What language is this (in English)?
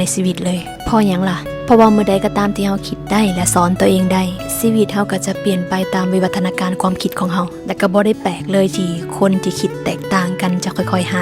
Lao